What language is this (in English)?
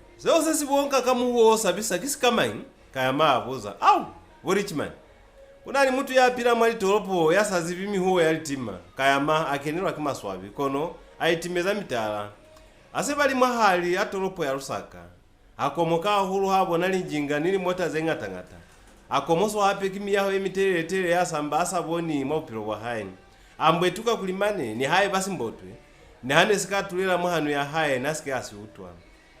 Lozi